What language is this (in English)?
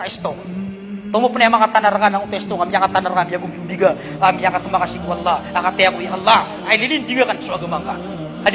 Maranao